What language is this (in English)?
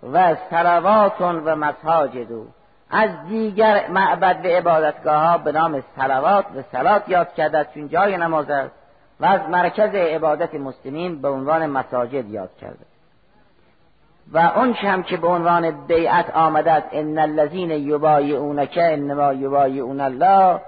Persian